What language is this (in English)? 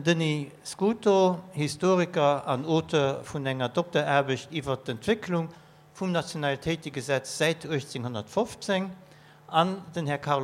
Luxembourgish